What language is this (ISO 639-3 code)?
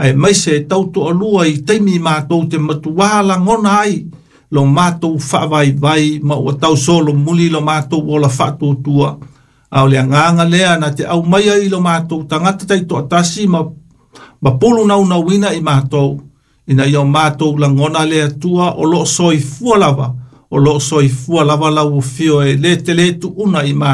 smo